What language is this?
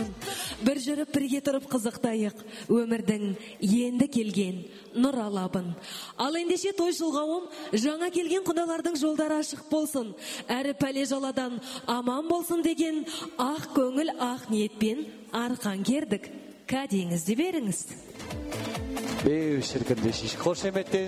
Kazakh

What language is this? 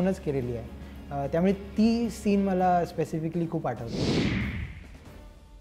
Marathi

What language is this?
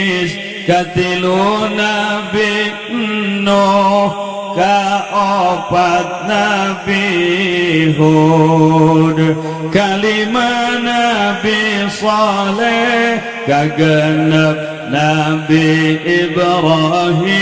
Sundanese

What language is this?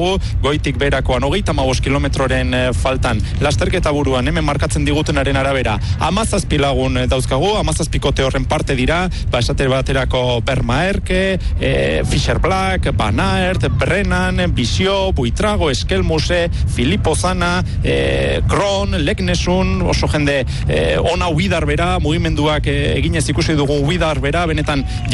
Basque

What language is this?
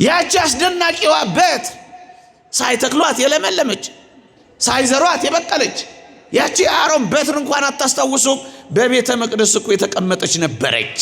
Amharic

